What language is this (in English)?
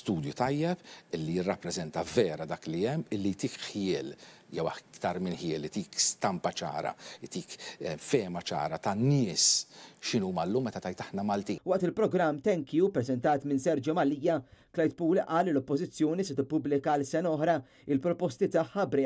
Maltese